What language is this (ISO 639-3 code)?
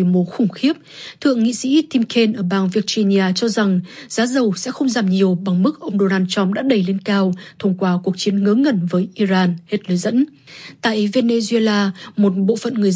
vie